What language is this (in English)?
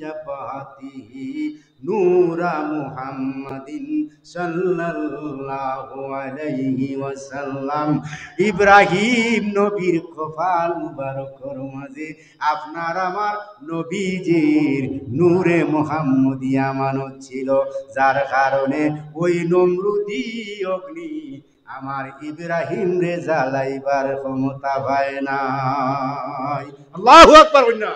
Sylheti